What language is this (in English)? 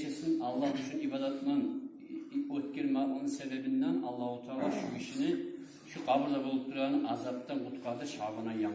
Kumyk